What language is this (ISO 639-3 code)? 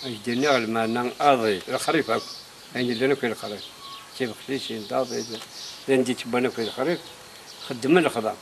kab